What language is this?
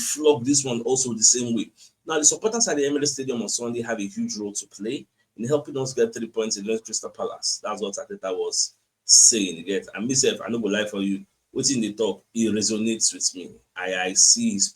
Nigerian Pidgin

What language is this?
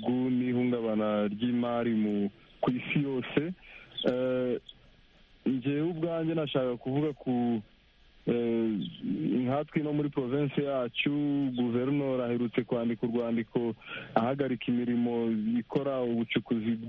Kinyarwanda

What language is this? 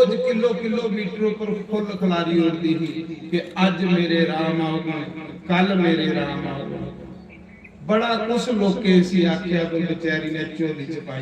Dogri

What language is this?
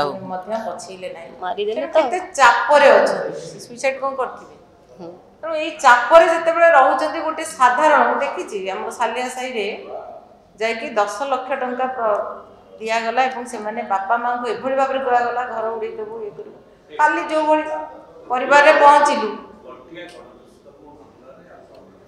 Odia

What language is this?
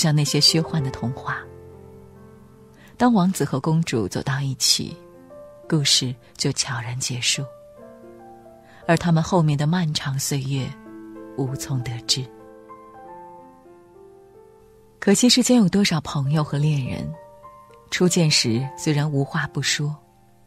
Chinese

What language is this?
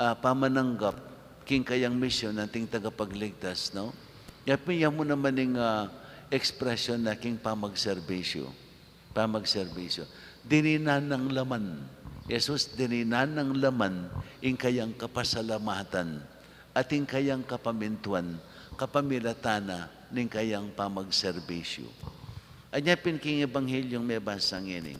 Pampanga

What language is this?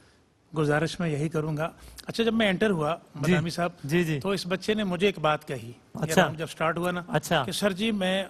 Urdu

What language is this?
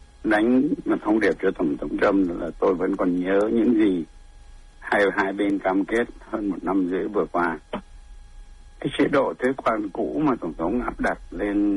Vietnamese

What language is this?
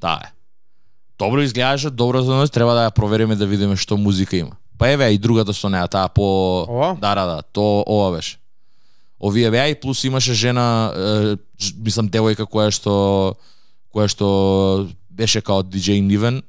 Macedonian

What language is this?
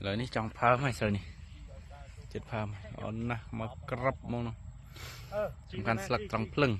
Khmer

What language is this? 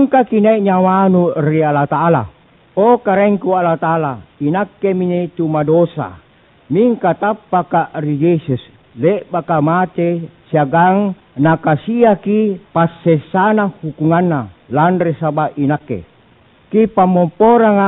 Makasar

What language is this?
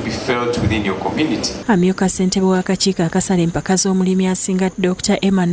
Ganda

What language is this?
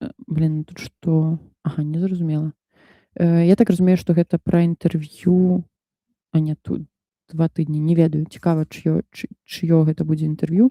Belarusian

